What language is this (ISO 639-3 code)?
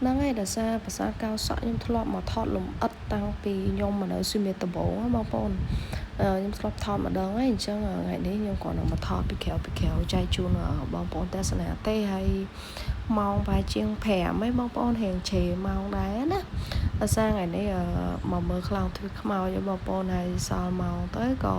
khm